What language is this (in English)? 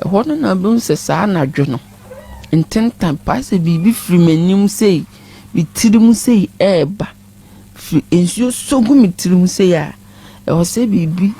Akan